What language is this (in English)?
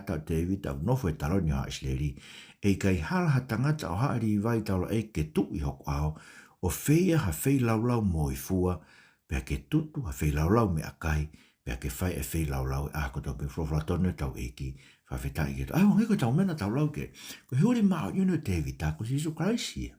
Tongan